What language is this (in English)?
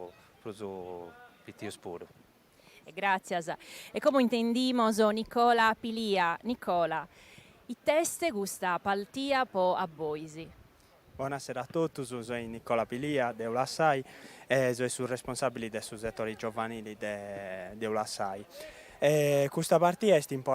Sardinian